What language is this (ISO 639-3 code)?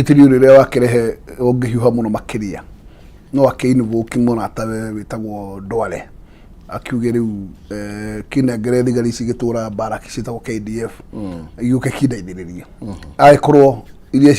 kik